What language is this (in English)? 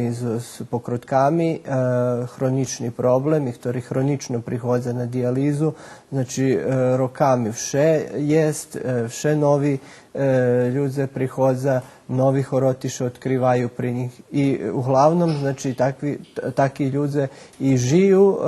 Rusyn